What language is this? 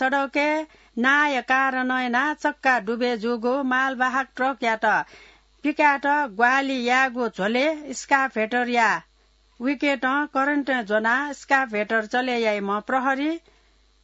Newari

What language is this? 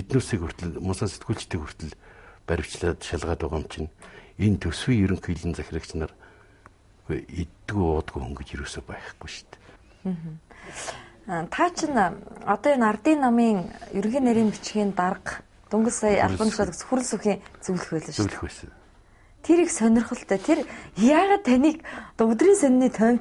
Mongolian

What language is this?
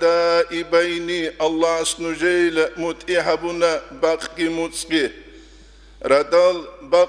Avaric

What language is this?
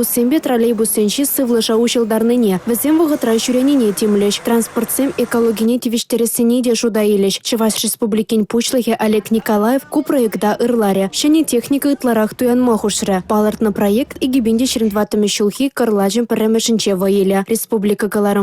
Chuvash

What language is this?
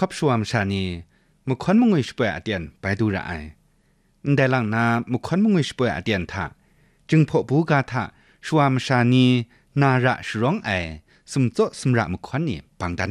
Kachin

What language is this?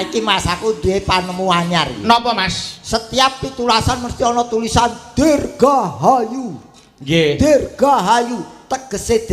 Javanese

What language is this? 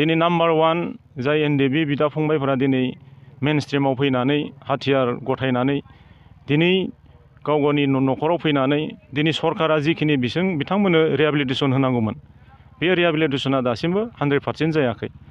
Bodo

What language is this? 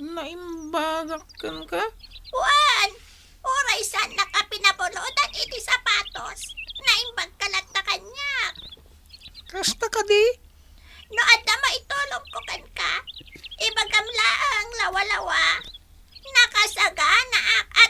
Iloko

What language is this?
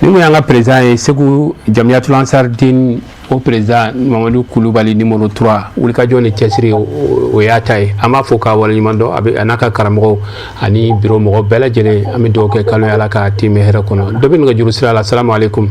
Bambara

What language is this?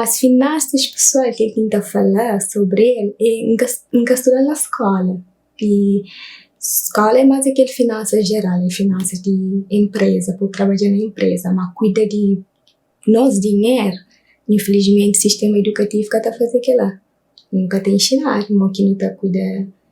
Kabuverdianu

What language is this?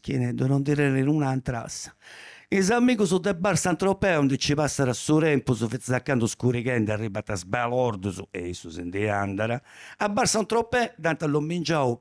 Sardinian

